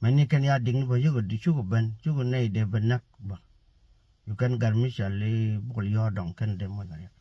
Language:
Nuer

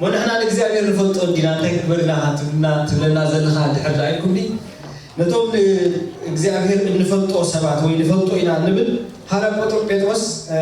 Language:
Tigrinya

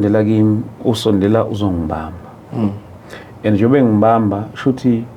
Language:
Zulu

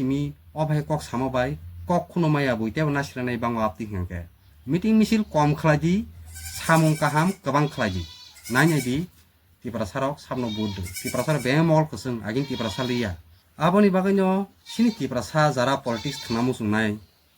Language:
Kok Borok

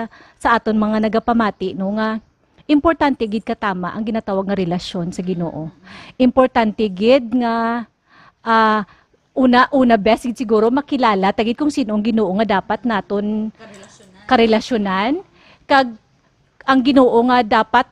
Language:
Hiligaynon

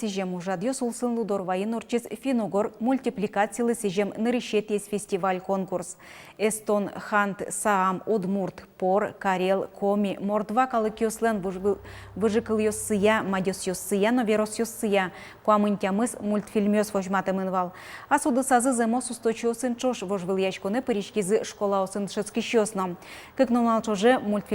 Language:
Udmurt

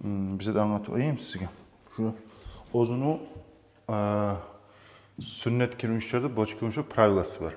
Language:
Kumyk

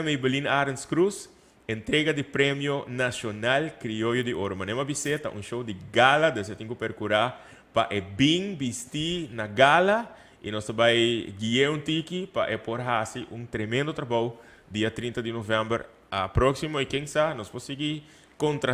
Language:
Papiamento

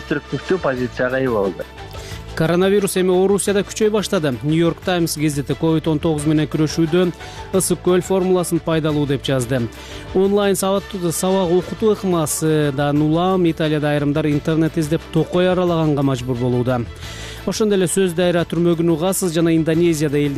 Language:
Kyrgyz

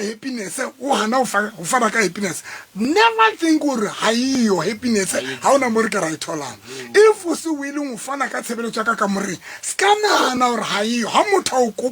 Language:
Southern Sotho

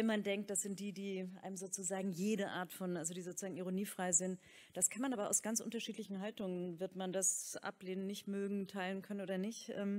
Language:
German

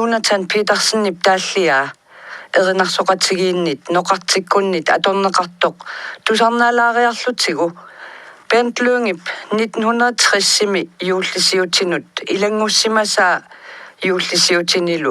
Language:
Kalaallisut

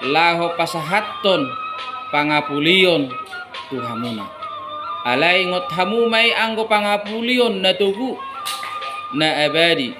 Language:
Batak Toba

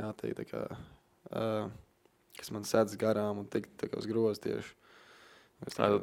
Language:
Latvian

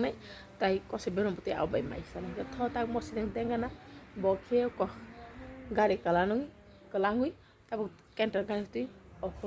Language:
Kok Borok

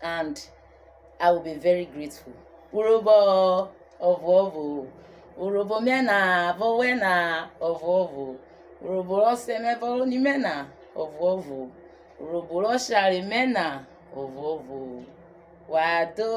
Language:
Urhobo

